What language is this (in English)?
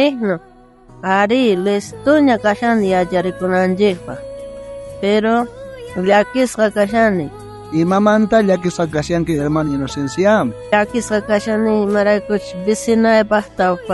South Bolivian Quechua